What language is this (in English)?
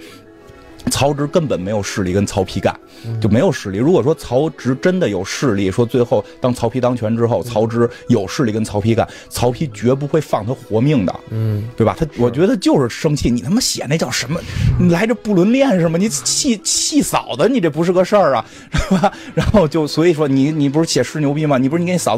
Chinese